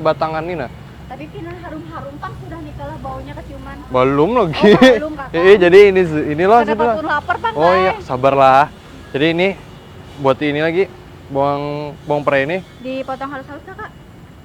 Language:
Banjar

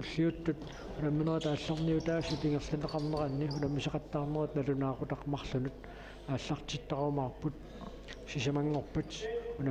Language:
Kalaallisut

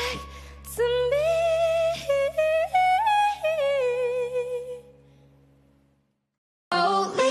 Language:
English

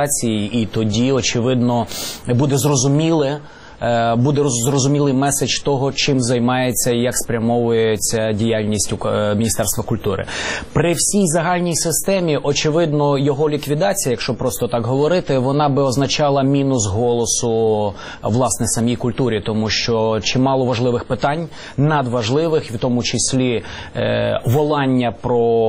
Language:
Ukrainian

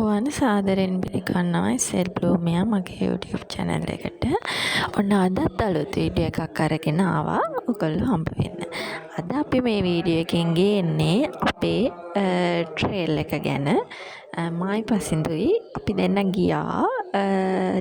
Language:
Sinhala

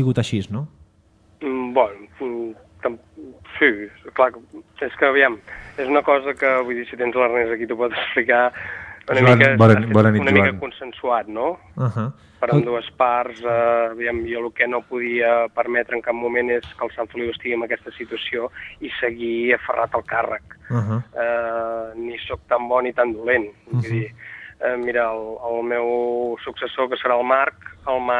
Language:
Catalan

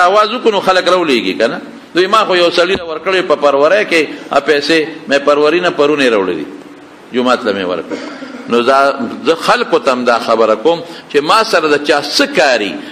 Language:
Pashto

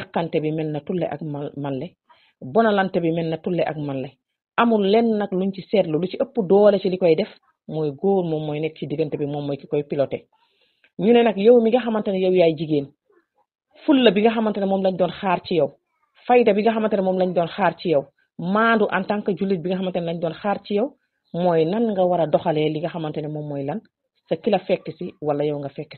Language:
Wolof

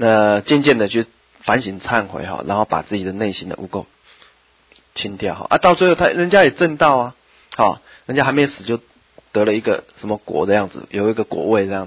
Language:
Chinese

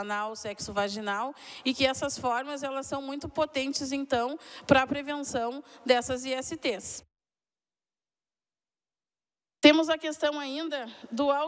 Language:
Portuguese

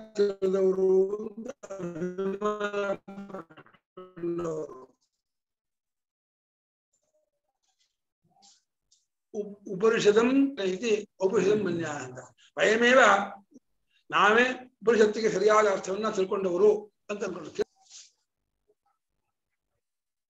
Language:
Kannada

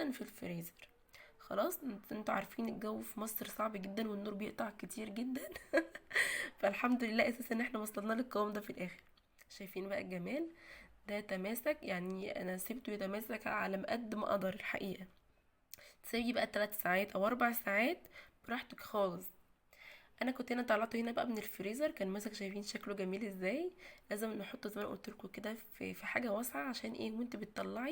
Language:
Egyptian Arabic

